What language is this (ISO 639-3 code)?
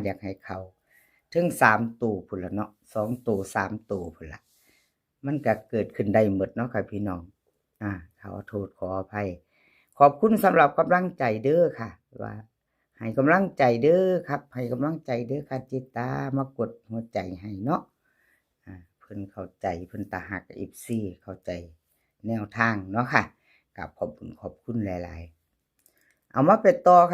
tts